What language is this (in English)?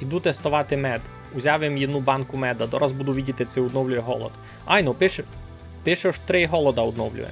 Rusyn